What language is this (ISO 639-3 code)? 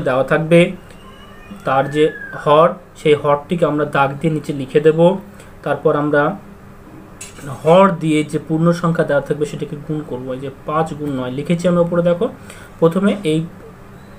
ben